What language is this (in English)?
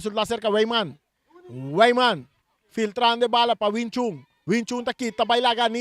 Papiamento